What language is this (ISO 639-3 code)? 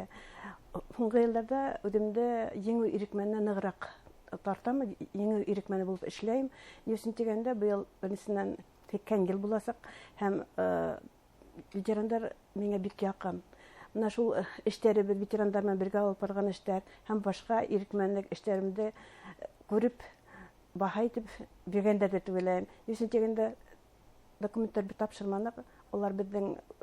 bak